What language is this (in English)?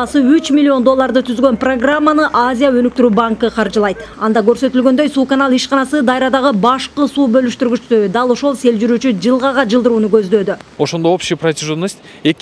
Kyrgyz